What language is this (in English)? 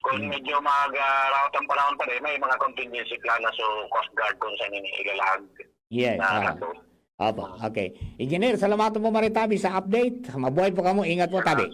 Bikol